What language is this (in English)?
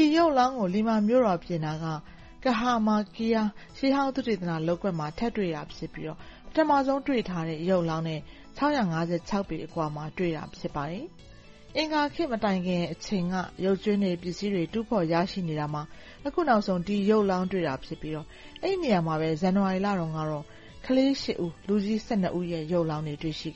Burmese